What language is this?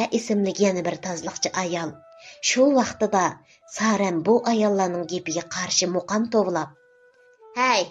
Uyghur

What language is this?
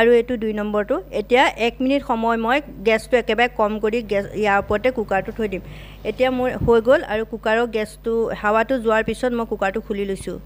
Assamese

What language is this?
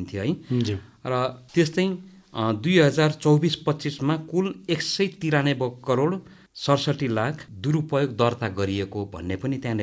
Nepali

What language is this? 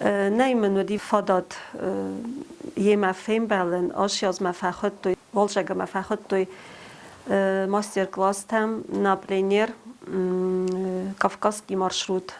Ossetic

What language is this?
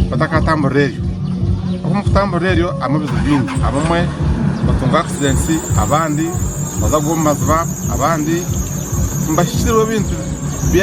Nyankole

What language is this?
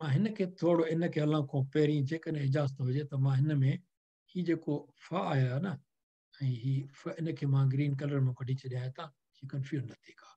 Sindhi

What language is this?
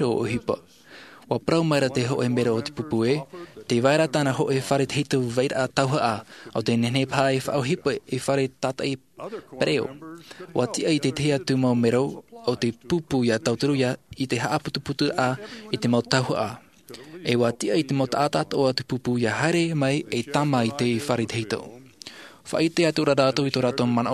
Tahitian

